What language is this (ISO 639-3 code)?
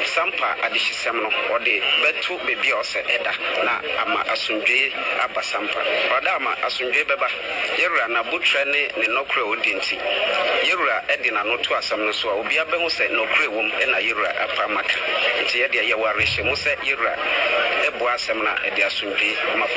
aka